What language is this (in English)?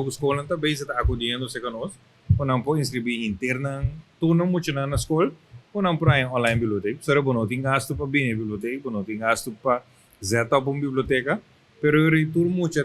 Papiamento